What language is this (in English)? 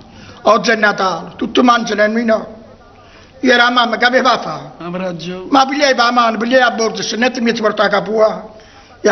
Neapolitan